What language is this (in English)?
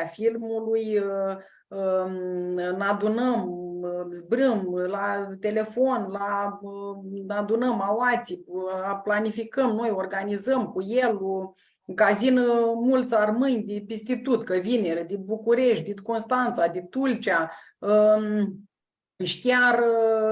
Aromanian